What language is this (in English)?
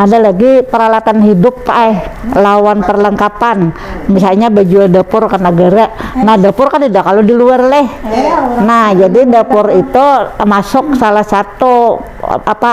Banjar